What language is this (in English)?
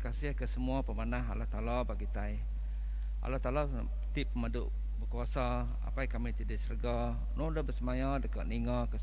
Iban